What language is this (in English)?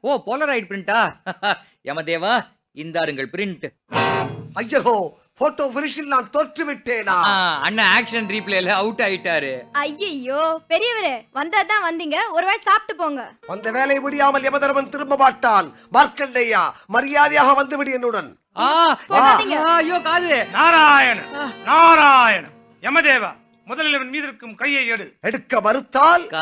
Tamil